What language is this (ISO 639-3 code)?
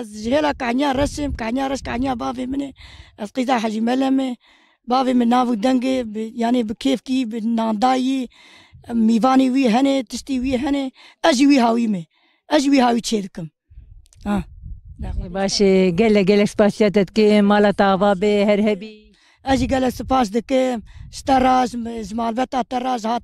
kur